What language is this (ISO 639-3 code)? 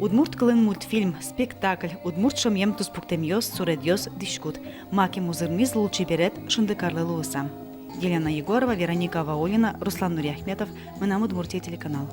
udm